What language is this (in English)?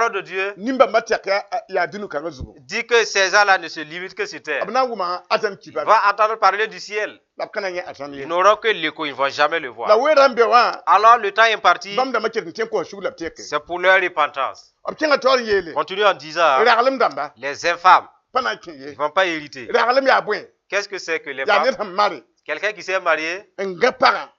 Mossi